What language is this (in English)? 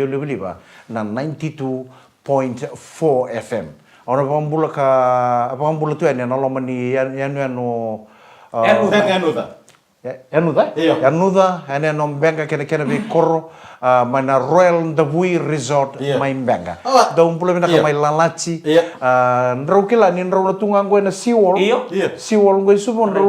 Fijian